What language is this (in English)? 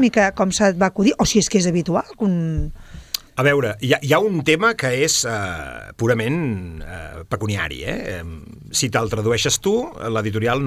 Catalan